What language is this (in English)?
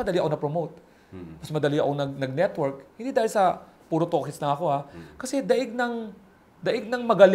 Filipino